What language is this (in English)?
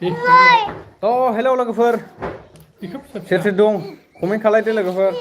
Bodo